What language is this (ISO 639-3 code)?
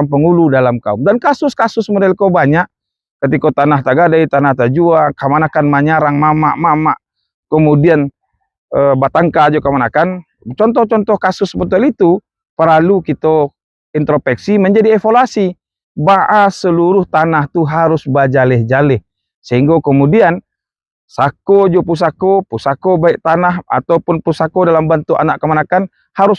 min